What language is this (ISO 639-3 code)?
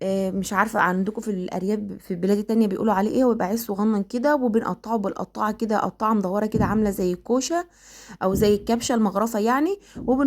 arz